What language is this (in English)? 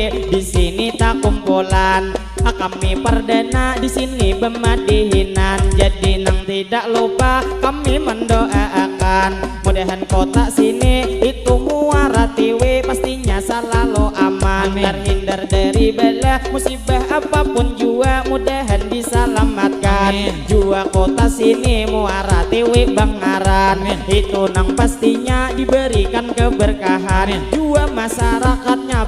Banjar